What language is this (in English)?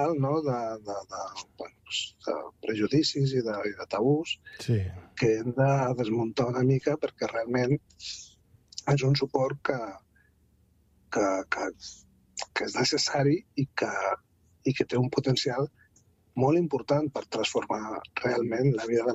Catalan